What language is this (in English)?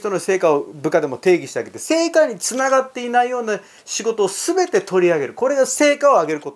Japanese